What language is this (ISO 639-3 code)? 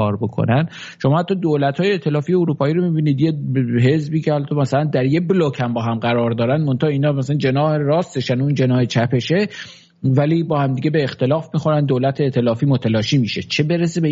fas